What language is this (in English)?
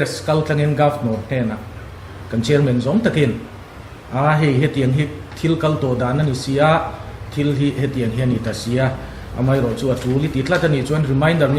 Mizo